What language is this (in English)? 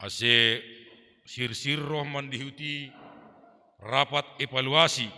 Batak Simalungun